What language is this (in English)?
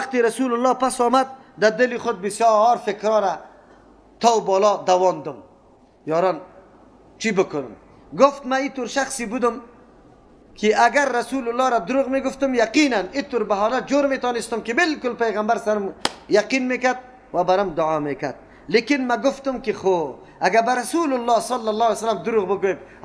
Persian